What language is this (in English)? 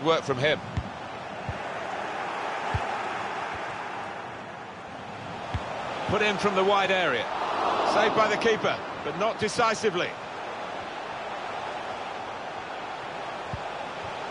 English